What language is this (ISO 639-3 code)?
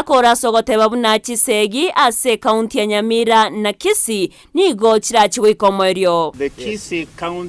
guz